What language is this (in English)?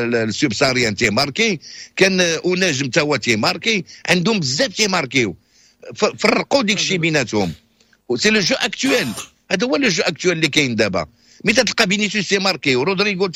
Moroccan Arabic